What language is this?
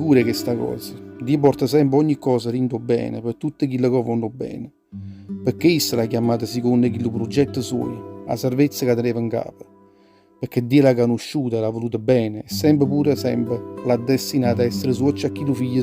Neapolitan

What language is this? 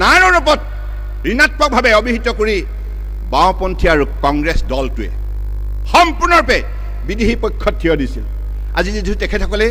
Assamese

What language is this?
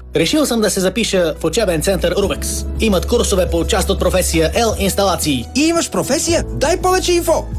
Bulgarian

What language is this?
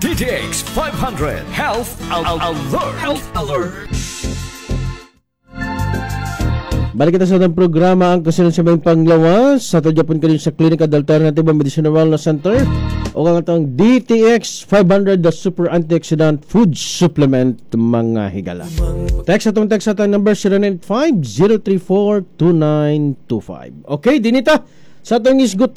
Cebuano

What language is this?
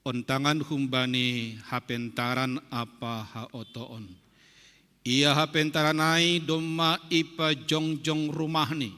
Batak Simalungun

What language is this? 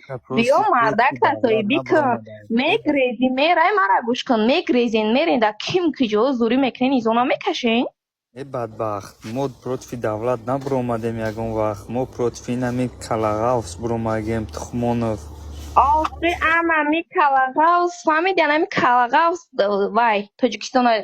Tajik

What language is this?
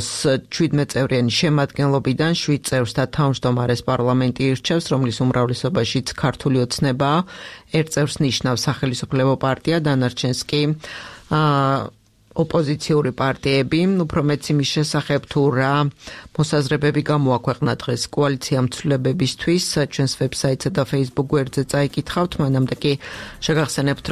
Georgian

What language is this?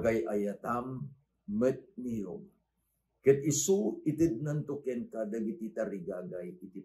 Iloko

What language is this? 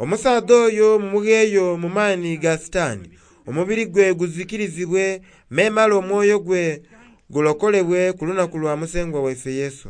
Soga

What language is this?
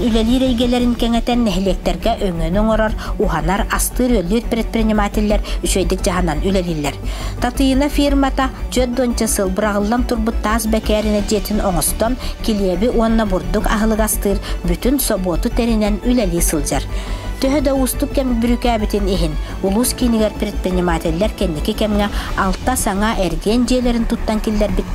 Yakut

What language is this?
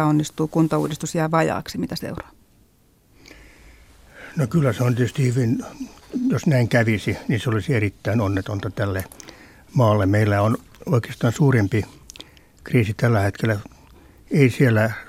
Finnish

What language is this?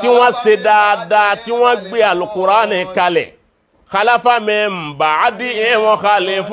Yoruba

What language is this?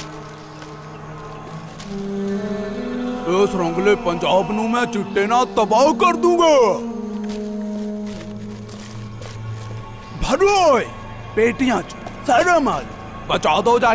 Punjabi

